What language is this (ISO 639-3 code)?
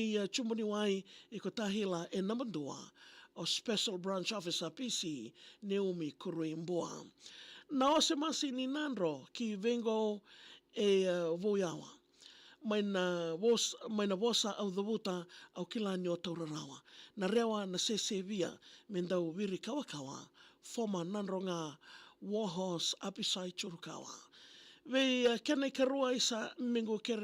fij